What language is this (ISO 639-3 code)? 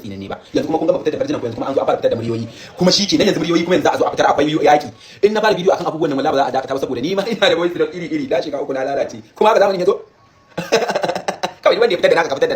hau